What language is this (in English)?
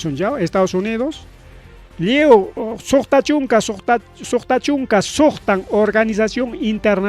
Ayacucho Quechua